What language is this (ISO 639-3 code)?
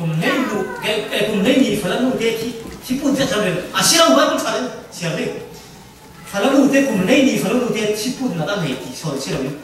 cfm